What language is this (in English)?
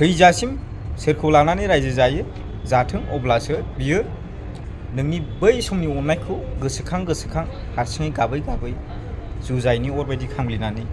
Bodo